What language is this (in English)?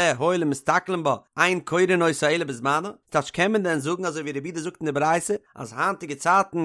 Yiddish